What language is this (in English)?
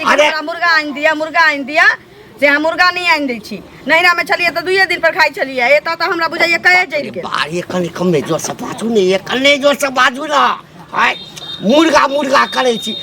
Maithili